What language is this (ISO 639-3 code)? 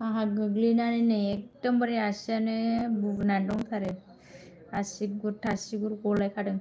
brx